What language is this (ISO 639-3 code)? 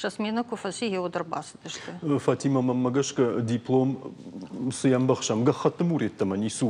oss